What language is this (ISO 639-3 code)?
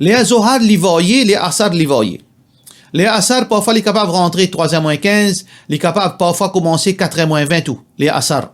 mfe